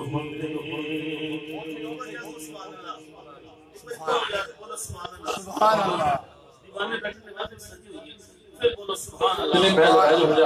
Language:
Urdu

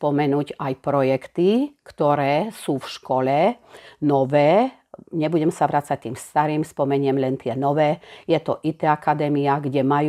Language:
Slovak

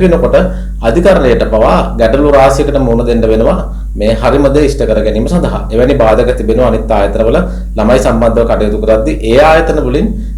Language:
Sinhala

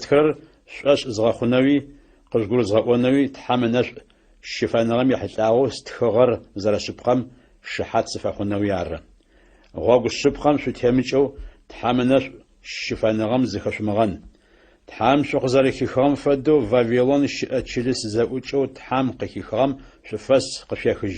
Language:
Adyghe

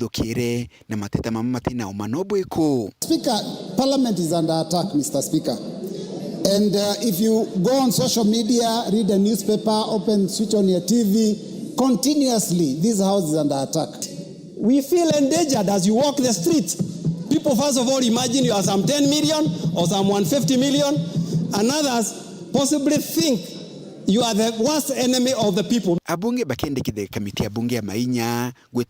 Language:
Meru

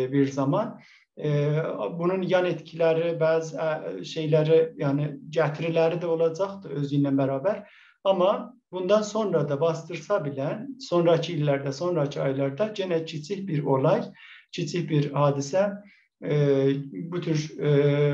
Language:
South Azerbaijani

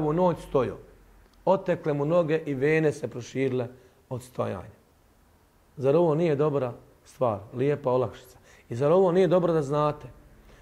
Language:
Bosnian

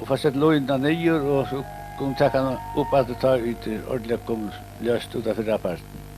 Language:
Faroese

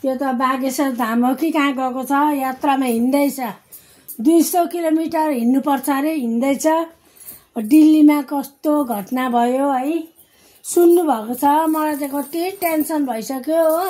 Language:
Nepali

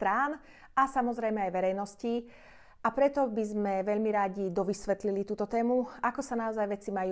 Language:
Slovak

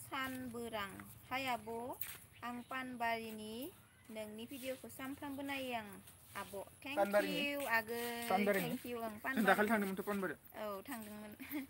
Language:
Bodo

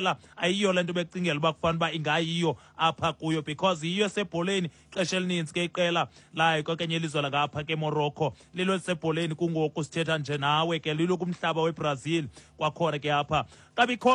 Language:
Xhosa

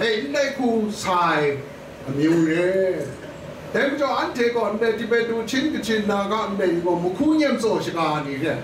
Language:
Kachin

